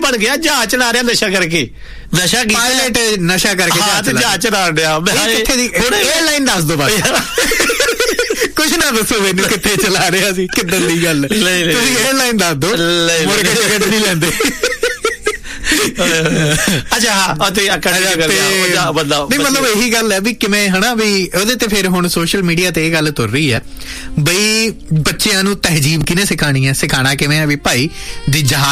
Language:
Punjabi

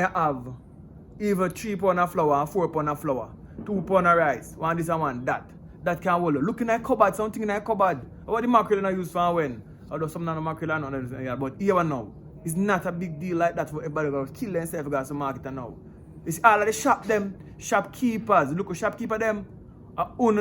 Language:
Jamaican Creole English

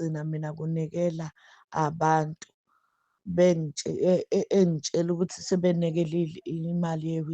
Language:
Zulu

